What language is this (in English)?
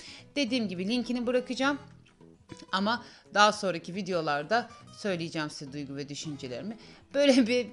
Turkish